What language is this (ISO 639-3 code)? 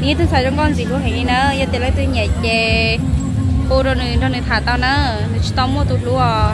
hmn